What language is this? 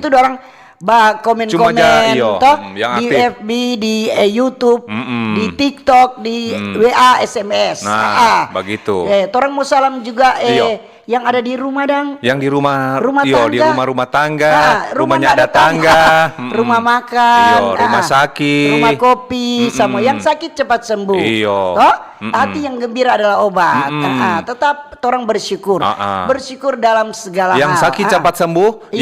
Manado Malay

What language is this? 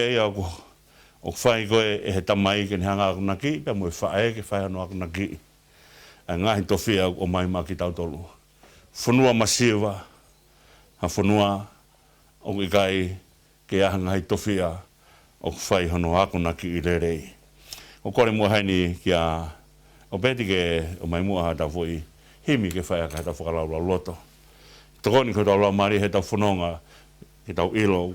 Tongan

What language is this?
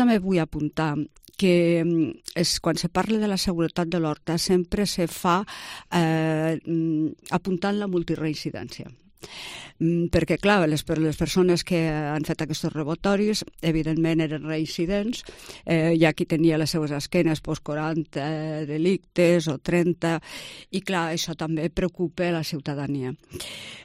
Catalan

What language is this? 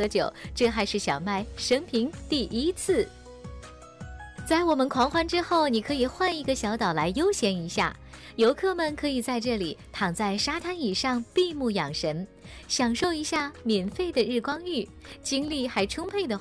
Chinese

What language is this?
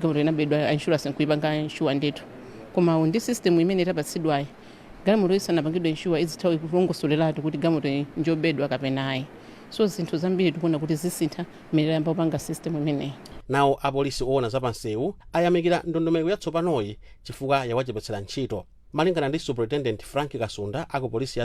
Nyanja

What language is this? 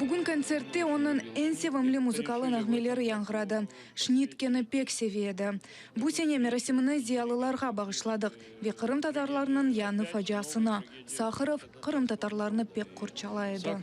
Crimean Tatar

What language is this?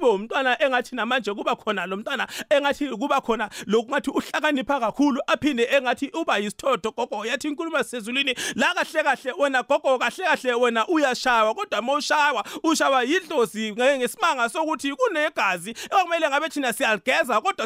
South Ndebele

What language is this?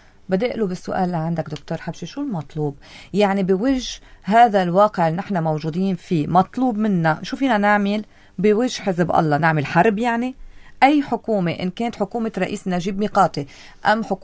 North Levantine Arabic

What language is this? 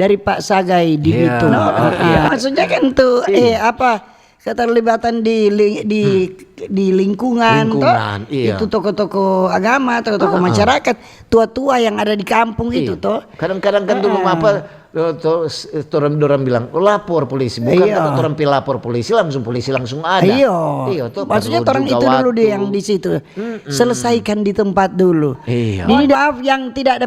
Manado Malay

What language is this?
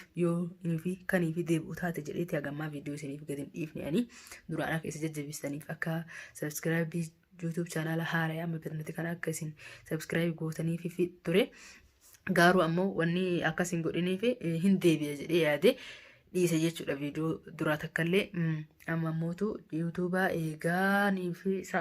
Oromo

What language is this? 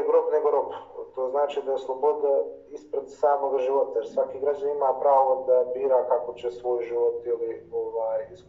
Serbian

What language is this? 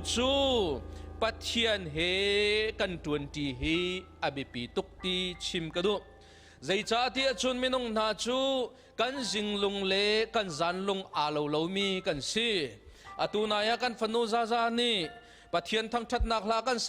Hakha Chin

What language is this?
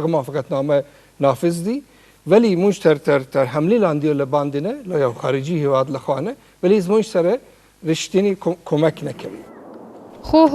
Pashto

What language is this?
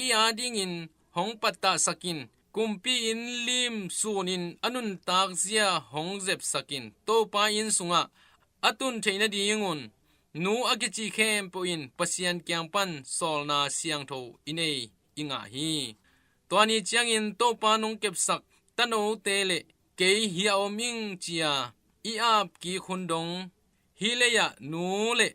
Tedim Chin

